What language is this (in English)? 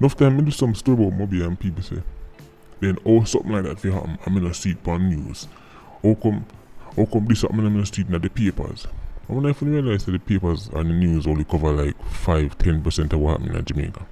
Jamaican Creole English